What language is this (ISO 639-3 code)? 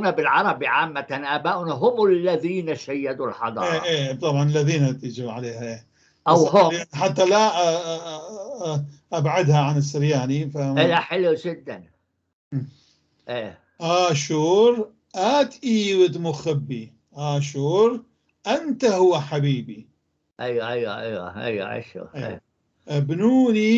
apc